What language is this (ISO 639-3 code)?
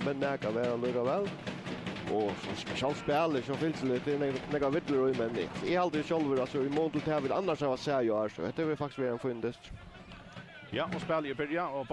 fao